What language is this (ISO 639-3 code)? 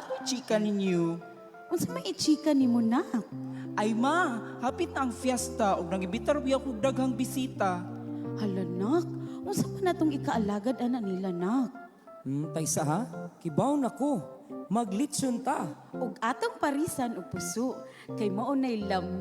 ceb